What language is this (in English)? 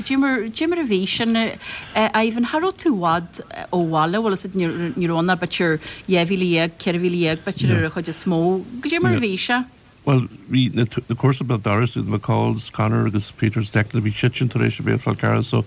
Irish